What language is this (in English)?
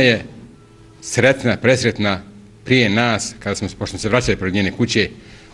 Bosnian